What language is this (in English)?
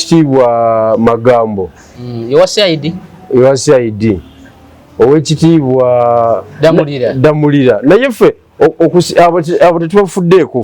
Ganda